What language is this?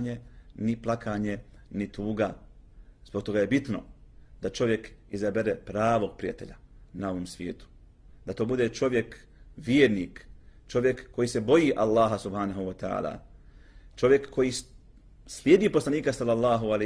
Bosnian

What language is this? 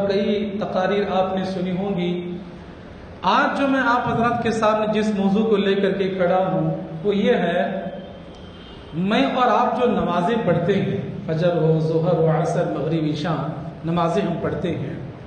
Urdu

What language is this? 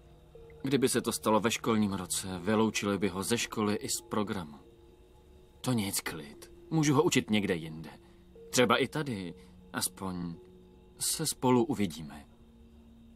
Czech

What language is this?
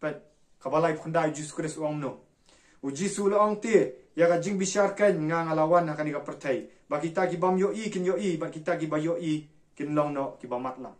Khasi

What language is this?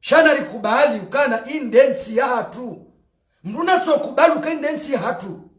Ngazidja Comorian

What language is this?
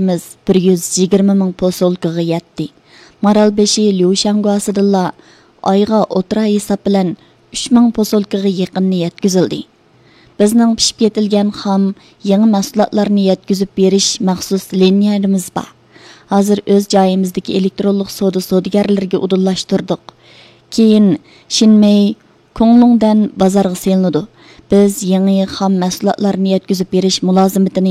Uyghur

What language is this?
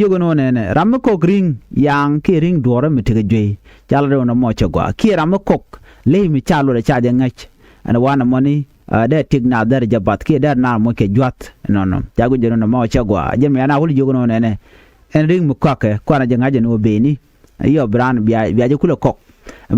Nuer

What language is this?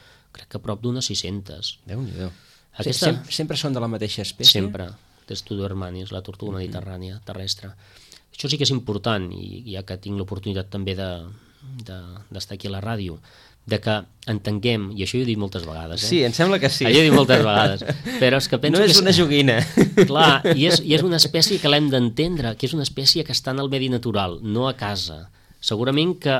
Catalan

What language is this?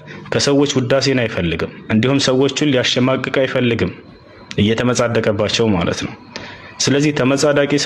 Amharic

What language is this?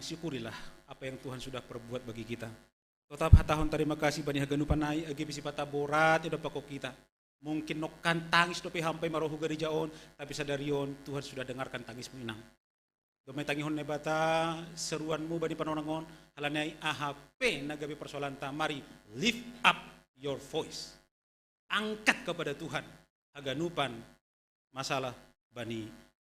Batak Simalungun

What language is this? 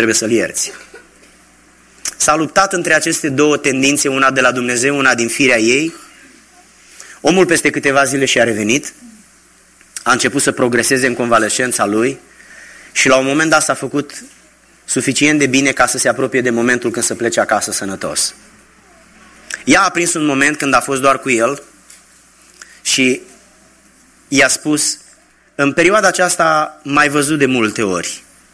Romanian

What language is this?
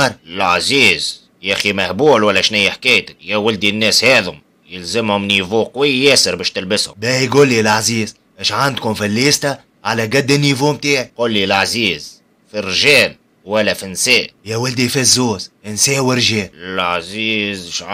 Tunisian Arabic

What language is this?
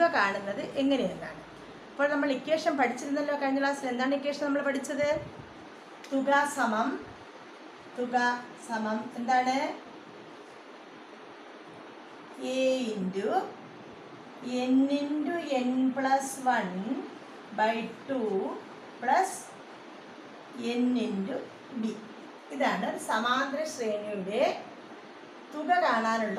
Malayalam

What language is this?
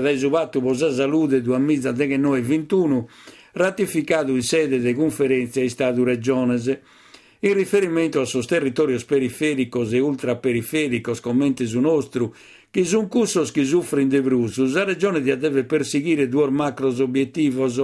Sardinian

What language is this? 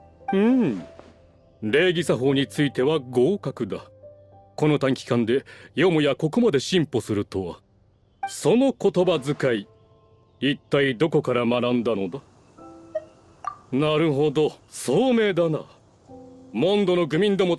Japanese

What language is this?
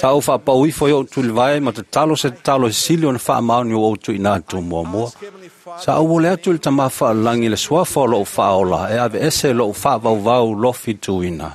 Samoan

